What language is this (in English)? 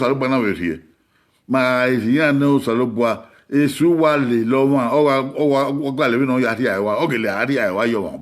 Bini